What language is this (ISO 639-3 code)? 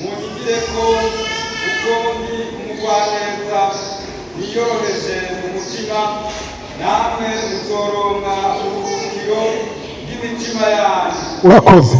run